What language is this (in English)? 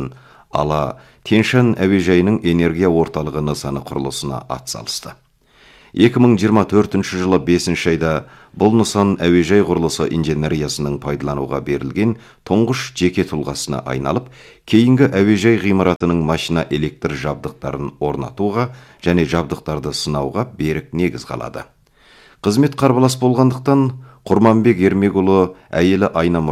Kazakh